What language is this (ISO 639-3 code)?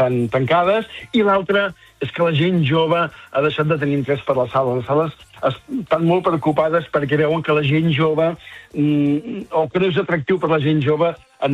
cat